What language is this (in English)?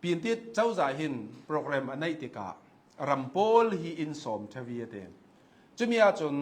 Hakha Chin